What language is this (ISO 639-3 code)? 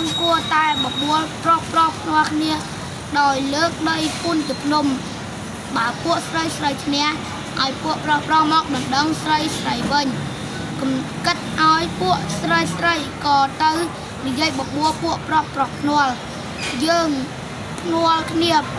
khm